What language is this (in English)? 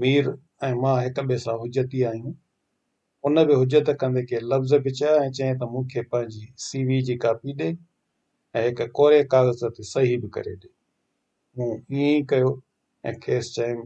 Sindhi